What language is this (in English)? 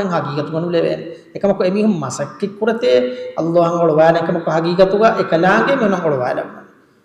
Divehi